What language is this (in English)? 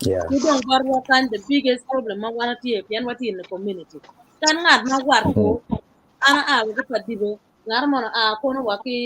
Acoli